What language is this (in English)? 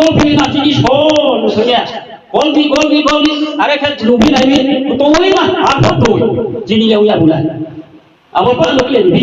Riang (India)